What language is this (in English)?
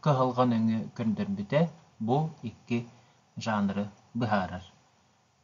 Yakut